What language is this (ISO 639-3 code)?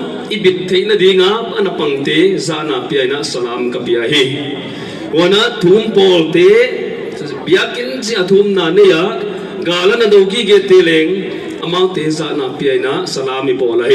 pck